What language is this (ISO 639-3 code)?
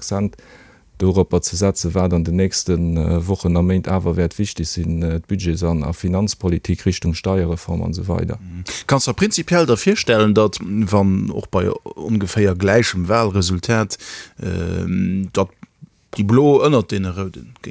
ltz